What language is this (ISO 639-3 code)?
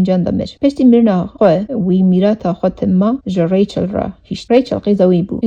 kur